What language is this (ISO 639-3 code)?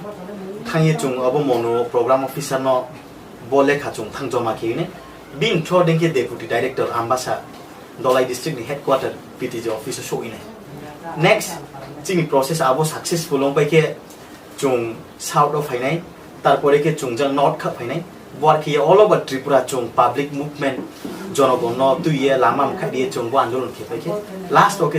ria